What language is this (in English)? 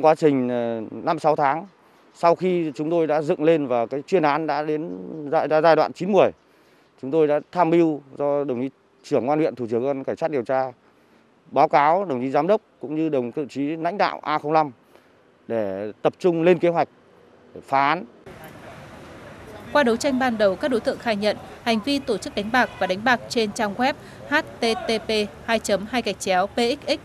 Vietnamese